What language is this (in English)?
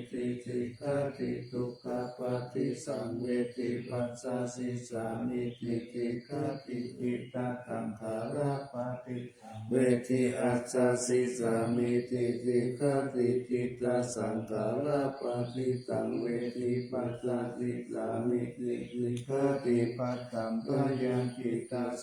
Pali